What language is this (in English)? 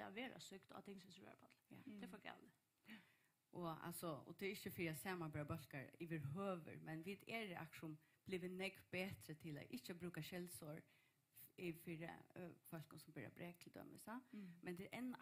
Faroese